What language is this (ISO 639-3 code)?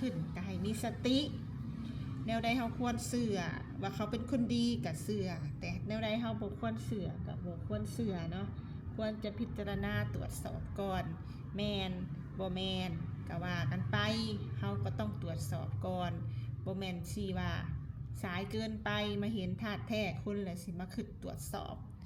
lao